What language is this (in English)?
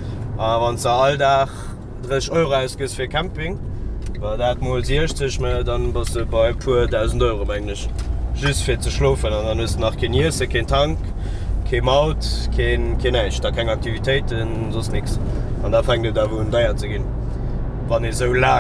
Luxembourgish